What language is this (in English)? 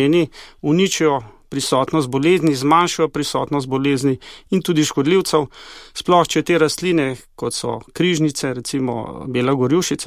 Slovenian